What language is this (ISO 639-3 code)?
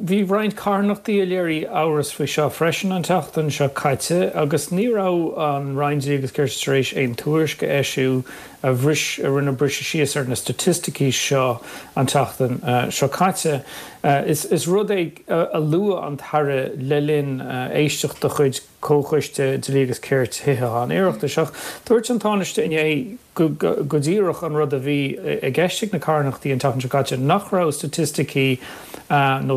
gle